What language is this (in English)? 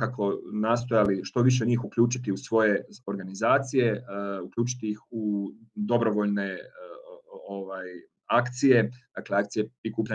Croatian